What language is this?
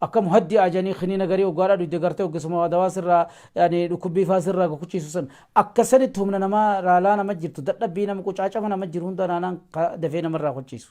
Oromo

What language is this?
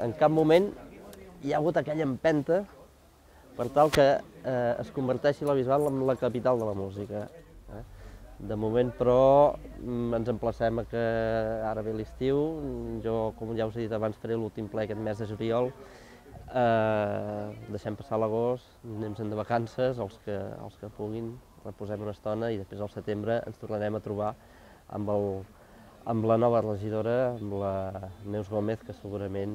Catalan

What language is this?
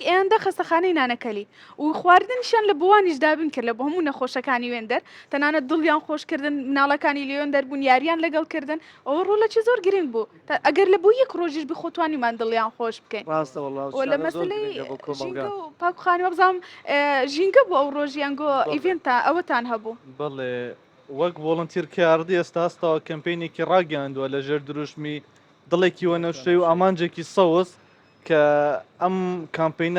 Central Kurdish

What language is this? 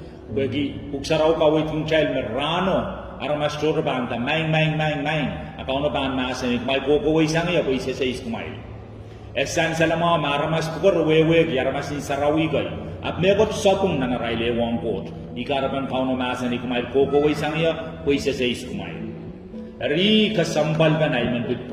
Pohnpeian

